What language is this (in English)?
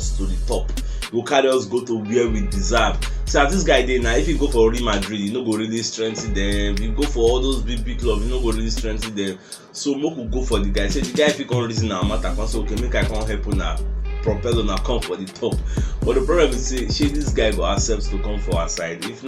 Nigerian Pidgin